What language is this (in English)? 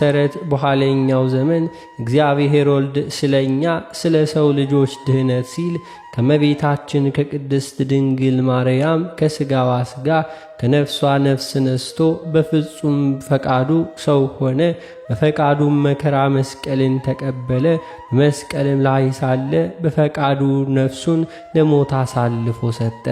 Amharic